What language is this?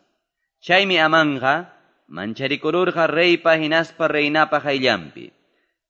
Quechua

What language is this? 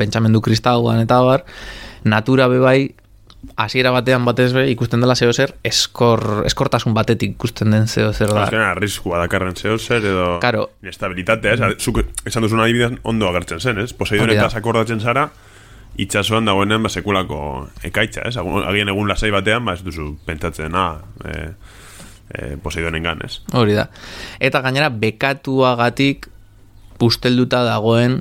Basque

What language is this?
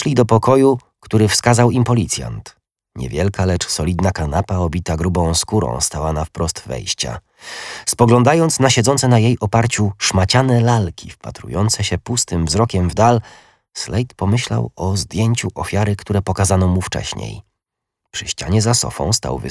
Polish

